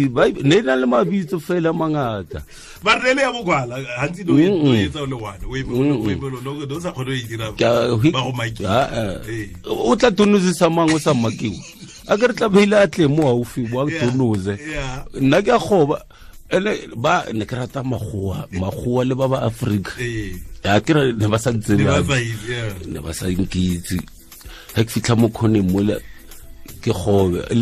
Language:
Tswana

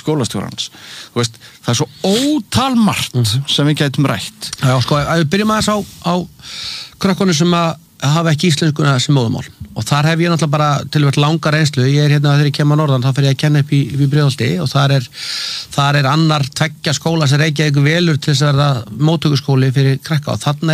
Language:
Icelandic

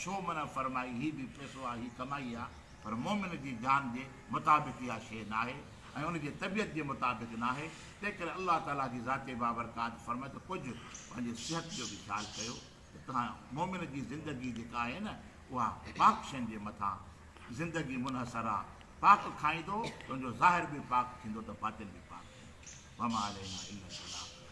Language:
Sindhi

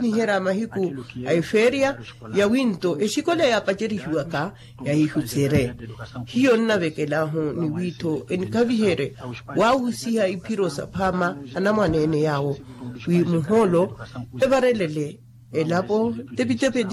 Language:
Makhuwa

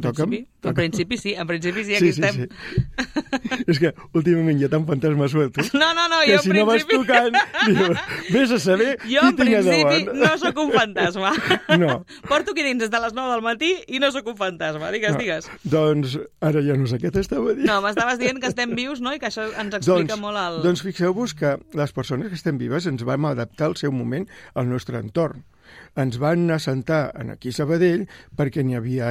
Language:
Catalan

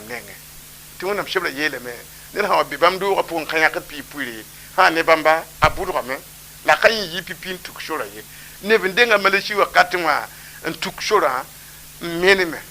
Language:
Mossi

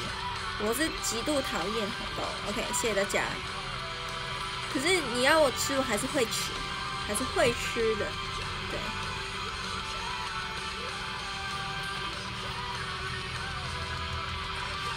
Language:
Chinese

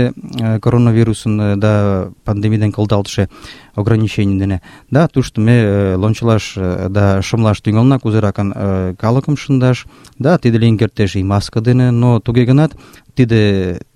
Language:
Mari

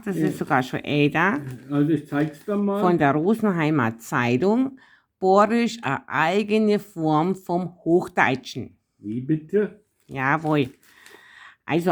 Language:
Bavarian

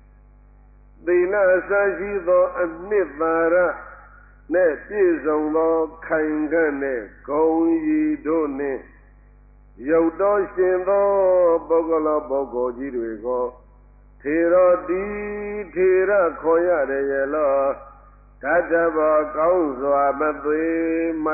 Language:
Burmese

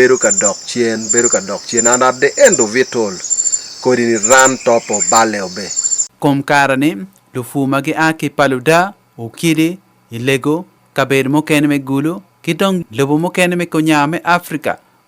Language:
Acoli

